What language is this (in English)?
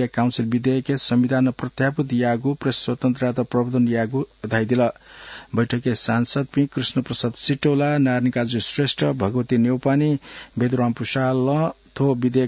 Newari